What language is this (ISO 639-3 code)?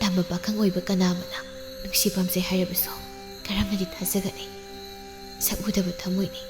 mni